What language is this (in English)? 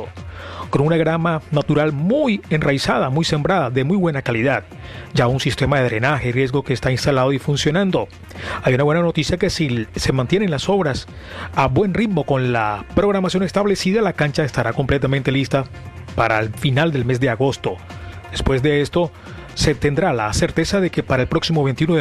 Spanish